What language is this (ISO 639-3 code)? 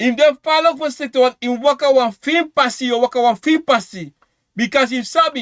srn